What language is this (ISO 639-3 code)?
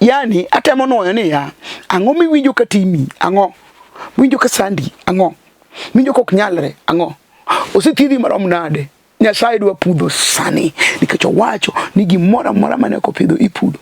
luo